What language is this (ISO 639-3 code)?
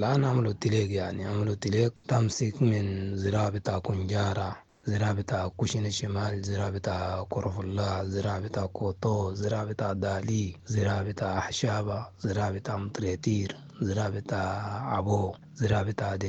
apd